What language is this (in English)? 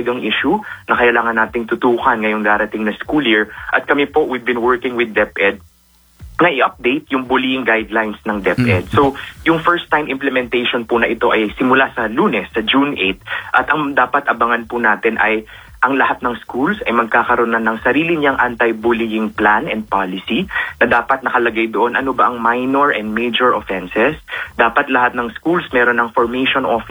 Filipino